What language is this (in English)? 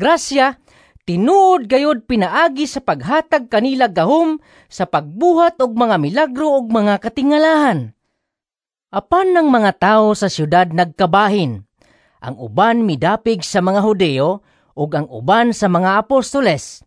Cebuano